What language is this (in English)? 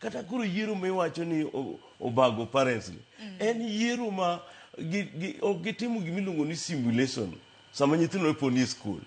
Luo (Kenya and Tanzania)